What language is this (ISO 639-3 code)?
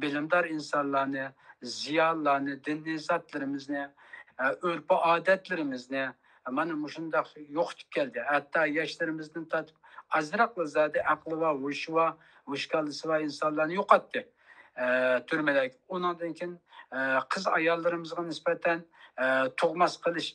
uig